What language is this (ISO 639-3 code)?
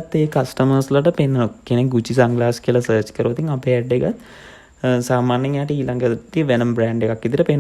sin